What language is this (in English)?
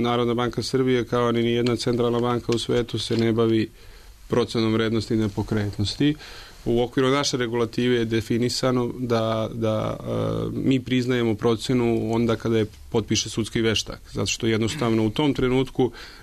Serbian